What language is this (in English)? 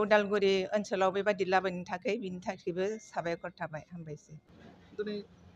Bodo